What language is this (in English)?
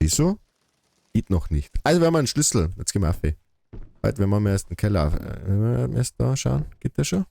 Bavarian